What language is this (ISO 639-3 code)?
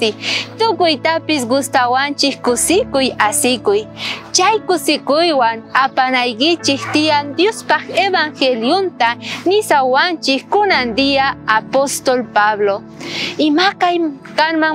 quh